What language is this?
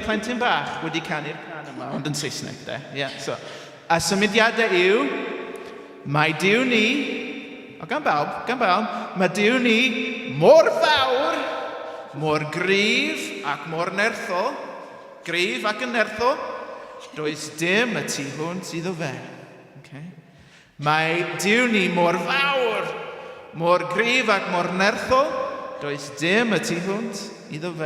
Welsh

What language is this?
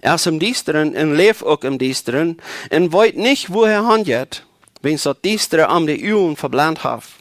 Plautdietsch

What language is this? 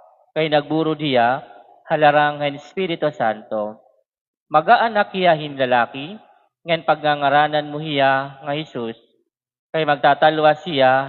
Waray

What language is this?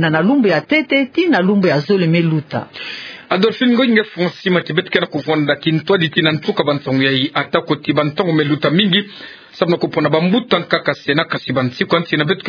Kituba (Democratic Republic of Congo)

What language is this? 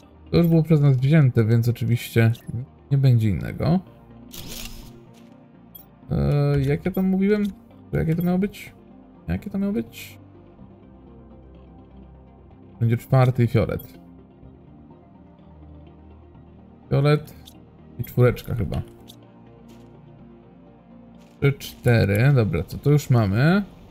Polish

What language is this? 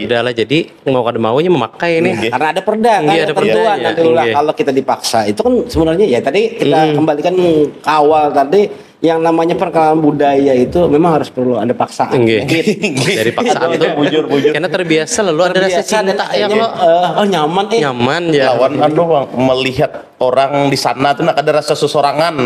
Banjar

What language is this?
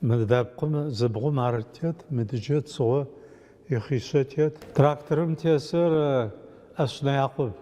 Adyghe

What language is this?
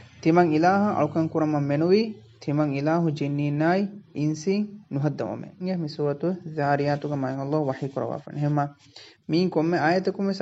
Divehi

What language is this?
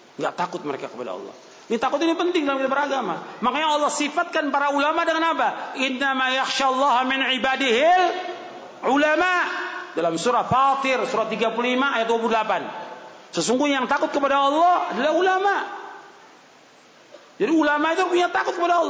Indonesian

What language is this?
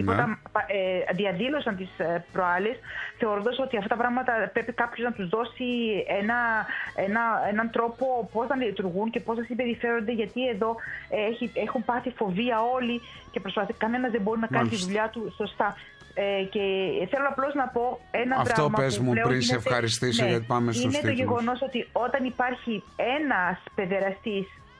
Greek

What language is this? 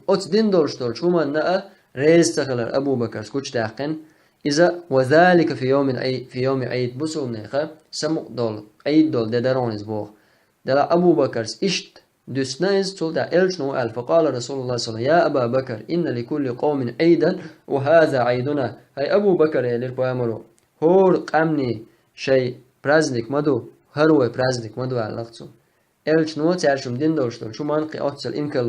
Chechen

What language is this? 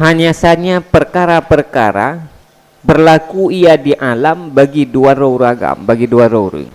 Achinese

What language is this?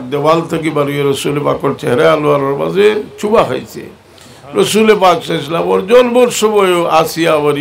Sylheti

